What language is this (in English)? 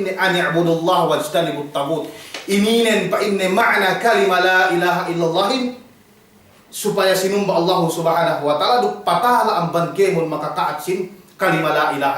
Yakan